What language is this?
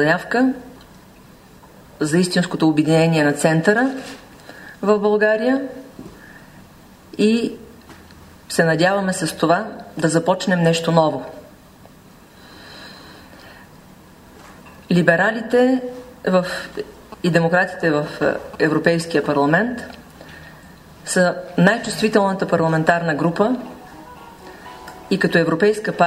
Bulgarian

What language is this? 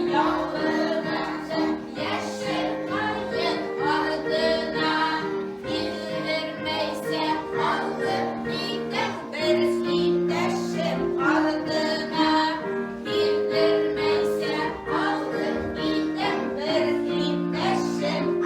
Bashkir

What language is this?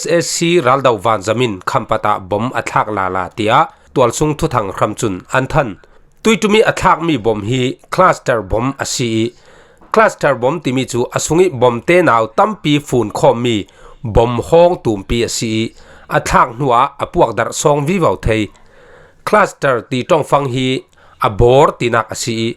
Falam Chin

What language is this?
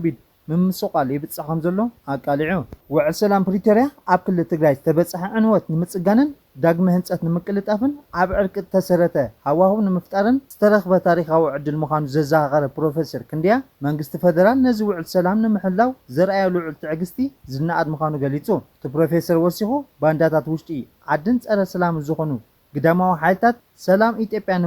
Tigrinya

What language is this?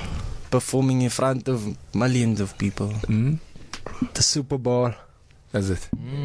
Afrikaans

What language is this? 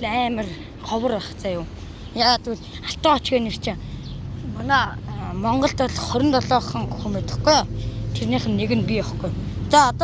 Mongolian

